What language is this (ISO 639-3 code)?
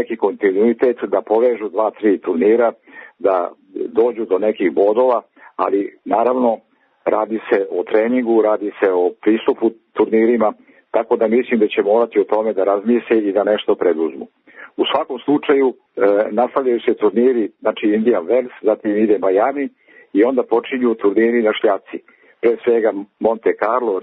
srp